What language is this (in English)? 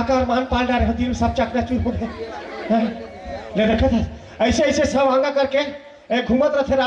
Chhattisgarhi